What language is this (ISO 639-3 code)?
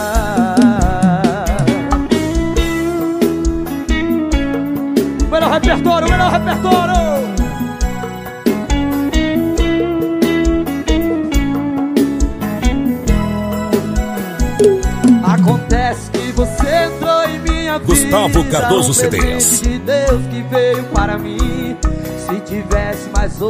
por